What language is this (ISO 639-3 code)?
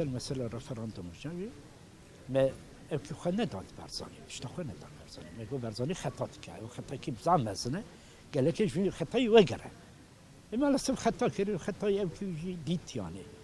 kur